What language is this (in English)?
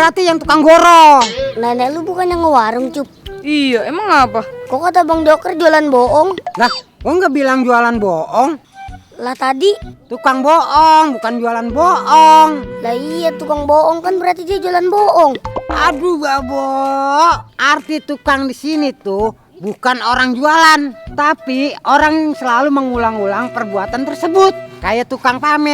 Betawi